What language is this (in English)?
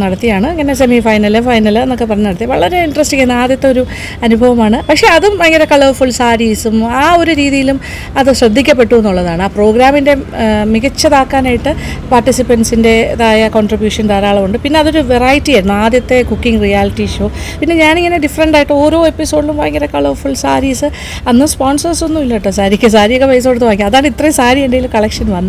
Malayalam